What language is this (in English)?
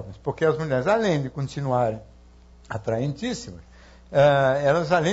Portuguese